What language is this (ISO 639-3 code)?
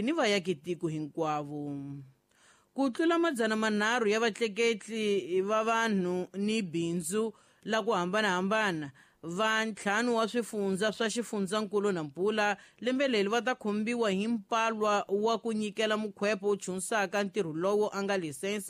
tso